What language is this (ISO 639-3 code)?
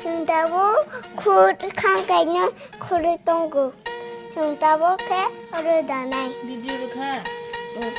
trp